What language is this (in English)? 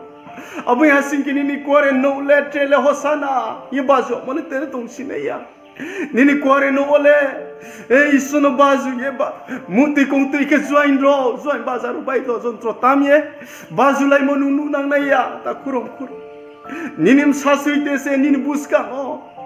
Riang (India)